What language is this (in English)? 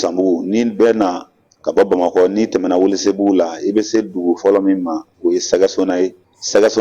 Bambara